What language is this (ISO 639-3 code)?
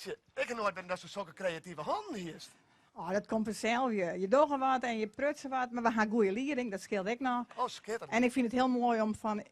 fry